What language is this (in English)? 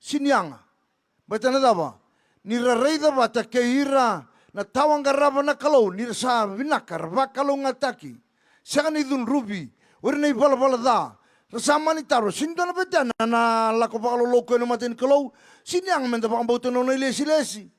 Fijian